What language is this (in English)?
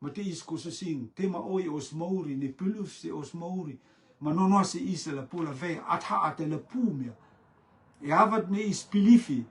Rotuman